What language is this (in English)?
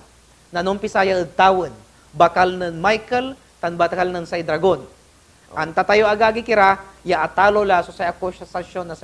Pangasinan